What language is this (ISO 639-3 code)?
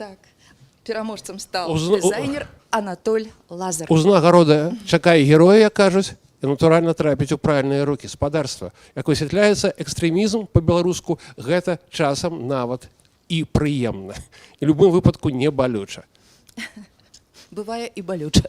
bel